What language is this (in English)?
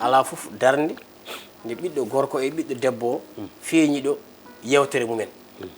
Fula